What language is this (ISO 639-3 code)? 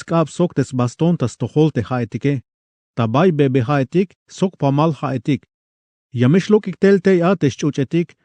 tzh